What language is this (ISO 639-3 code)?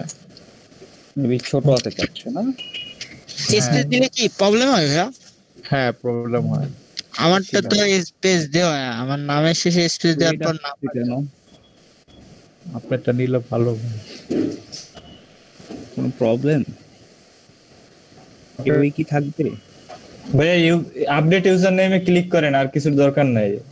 ben